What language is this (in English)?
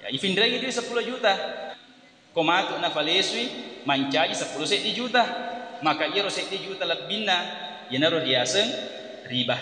Buginese